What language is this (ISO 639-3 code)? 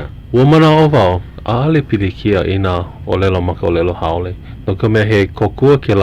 haw